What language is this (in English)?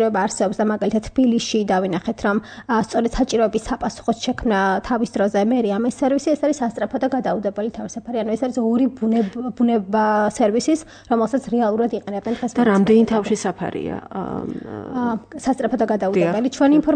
Georgian